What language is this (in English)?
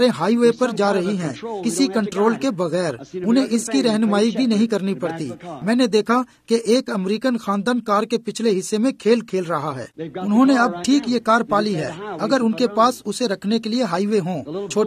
Urdu